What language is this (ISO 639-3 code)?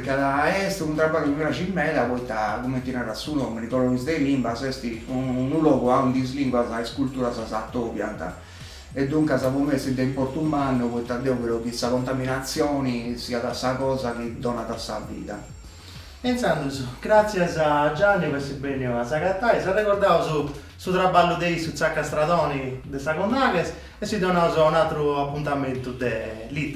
srd